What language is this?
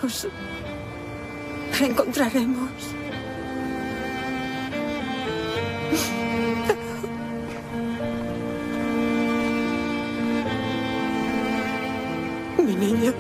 Spanish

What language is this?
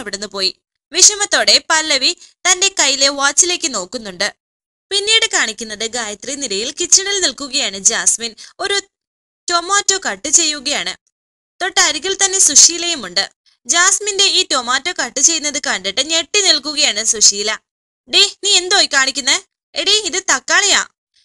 Malayalam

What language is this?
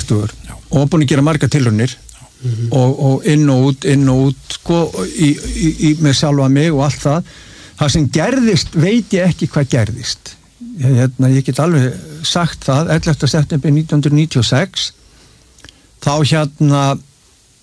Icelandic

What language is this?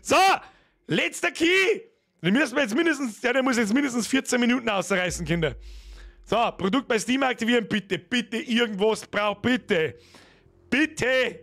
Bavarian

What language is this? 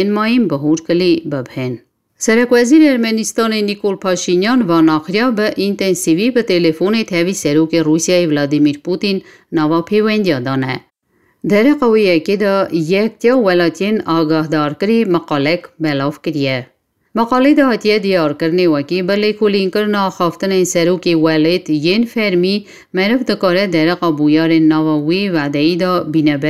Kurdish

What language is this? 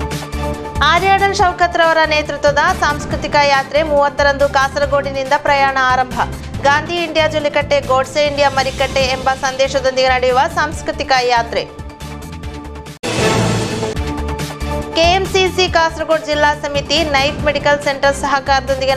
Kannada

